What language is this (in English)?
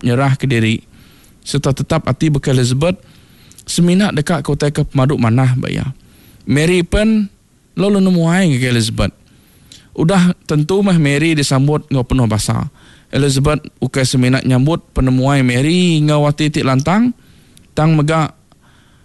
Iban